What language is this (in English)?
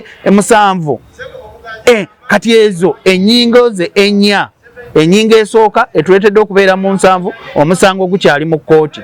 Ganda